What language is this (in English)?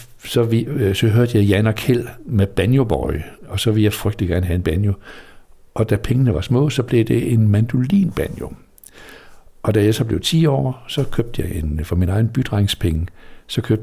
Danish